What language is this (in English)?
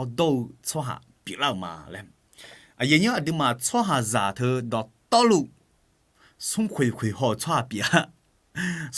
Akha